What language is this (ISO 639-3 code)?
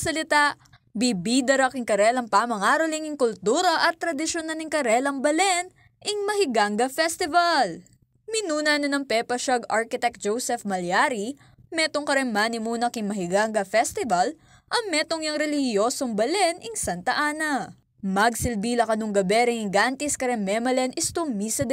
pam